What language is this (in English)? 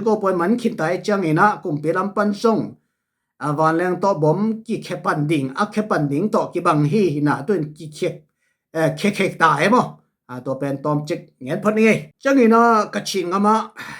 Tedim Chin